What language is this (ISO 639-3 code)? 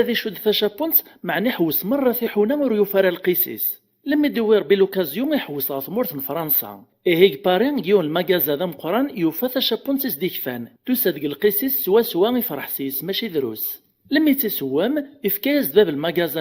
kab